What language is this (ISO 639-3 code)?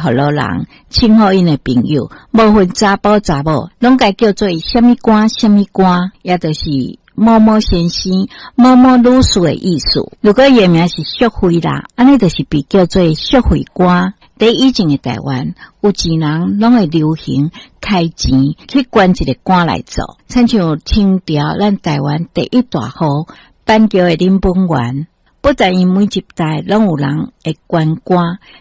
nan